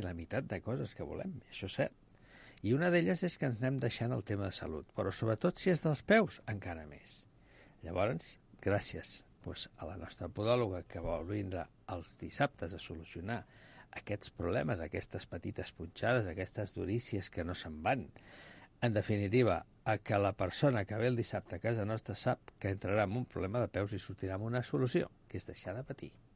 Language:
Catalan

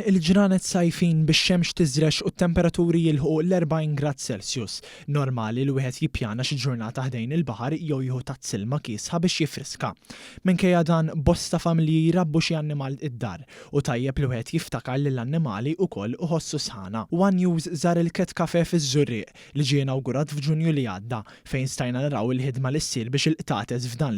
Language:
Maltese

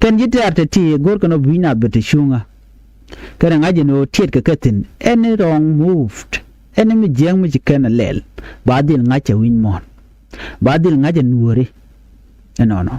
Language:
Nuer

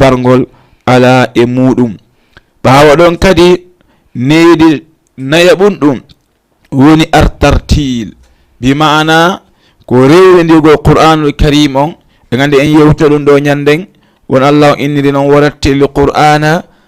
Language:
Fula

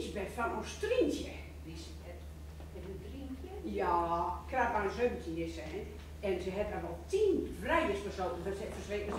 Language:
Gronings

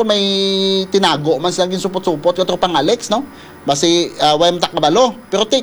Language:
Hiligaynon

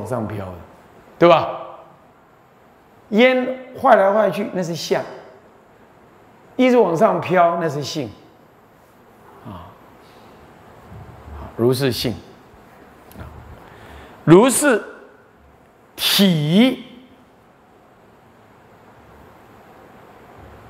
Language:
Chinese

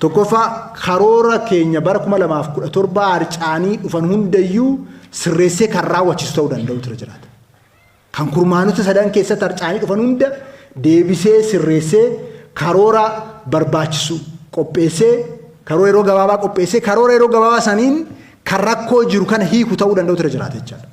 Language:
Oromo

